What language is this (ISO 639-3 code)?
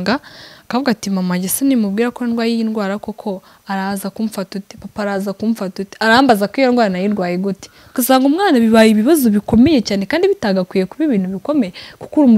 kin